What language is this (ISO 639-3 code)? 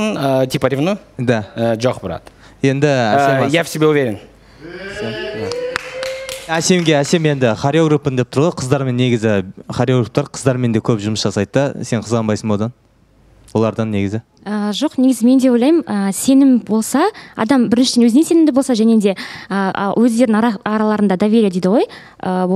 kaz